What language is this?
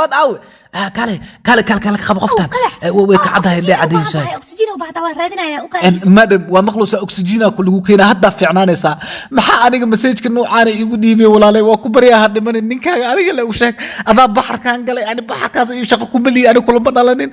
Somali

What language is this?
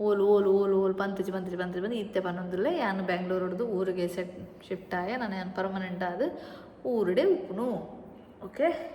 Tulu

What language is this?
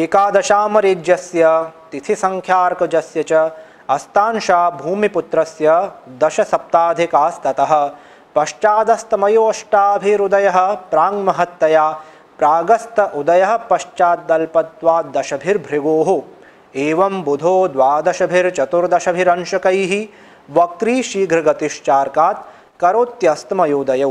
Sanskrit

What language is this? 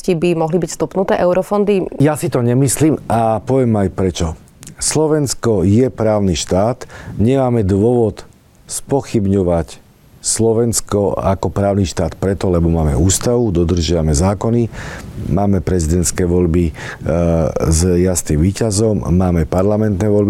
Slovak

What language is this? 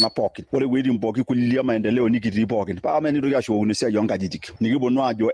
Masai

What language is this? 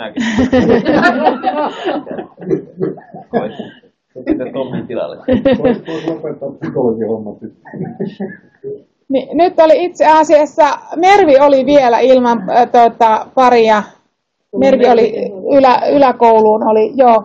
Finnish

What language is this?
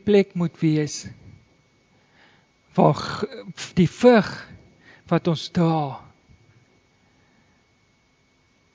Afrikaans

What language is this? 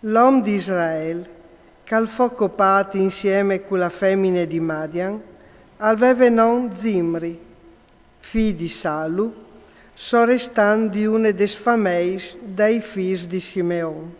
Friulian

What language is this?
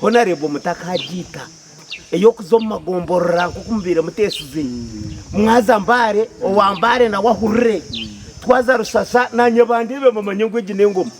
Nyankole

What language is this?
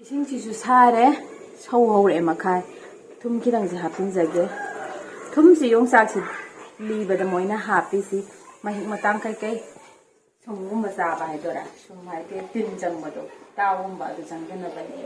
Manipuri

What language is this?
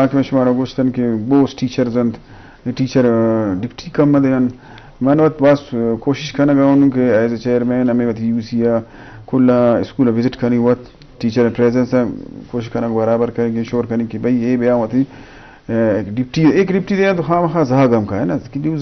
Eastern Balochi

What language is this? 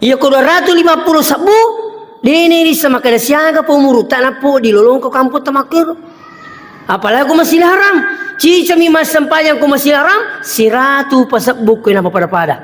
Buginese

